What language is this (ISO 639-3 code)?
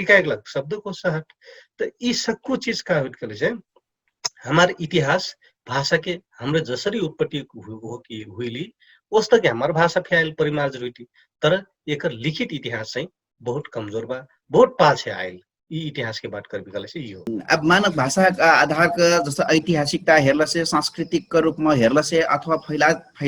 thl